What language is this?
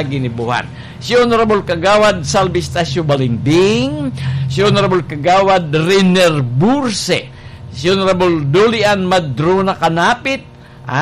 Bikol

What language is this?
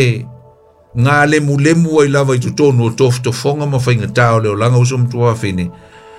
Samoan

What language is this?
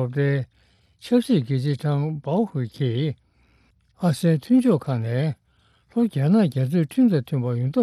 Tibetan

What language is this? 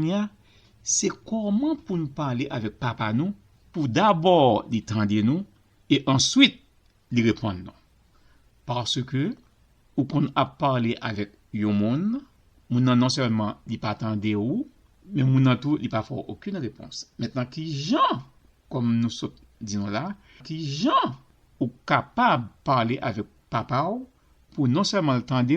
Haitian Creole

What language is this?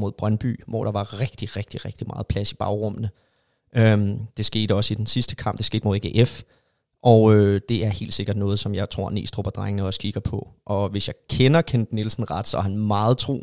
Danish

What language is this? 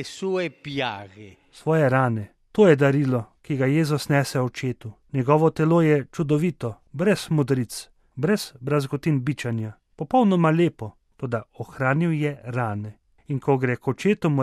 Slovenian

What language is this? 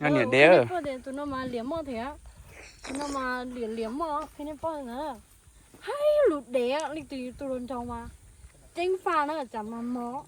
Hmong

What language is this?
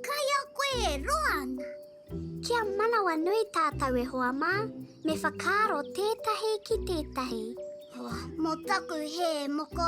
Māori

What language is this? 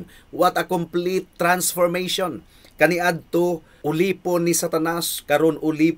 Cebuano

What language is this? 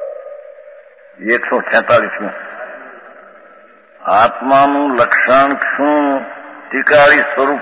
Gujarati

